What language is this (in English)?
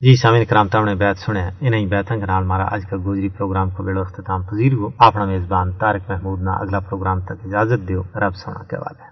Gujari